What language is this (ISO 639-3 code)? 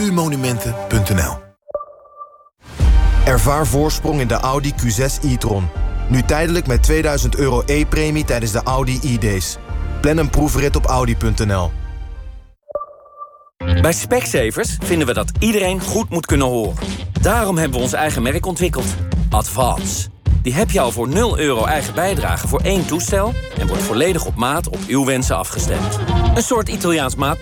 nld